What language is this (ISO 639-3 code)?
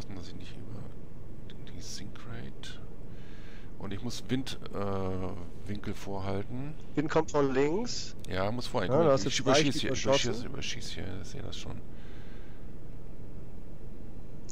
deu